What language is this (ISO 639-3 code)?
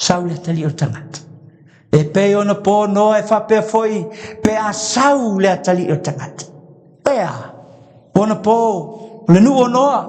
smo